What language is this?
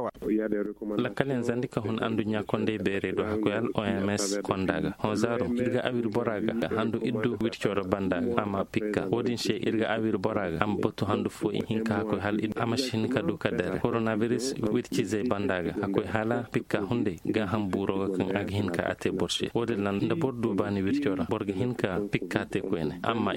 Koyraboro Senni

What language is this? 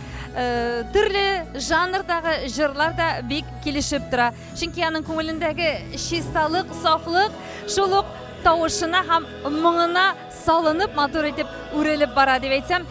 Tatar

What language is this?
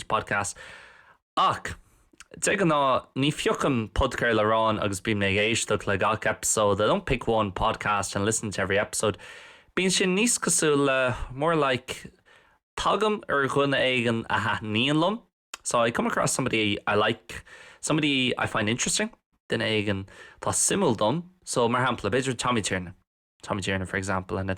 Irish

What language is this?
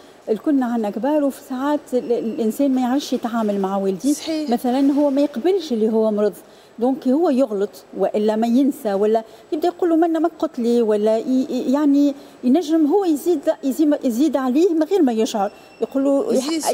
Tunisian Arabic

